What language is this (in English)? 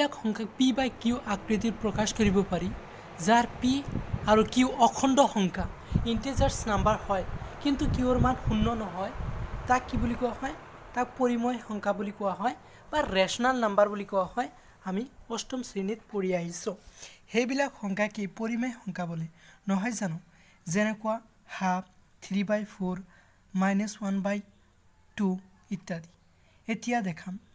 Assamese